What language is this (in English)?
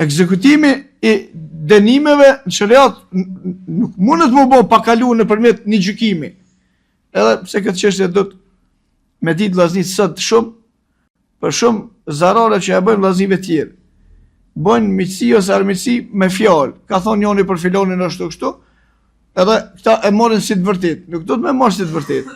Albanian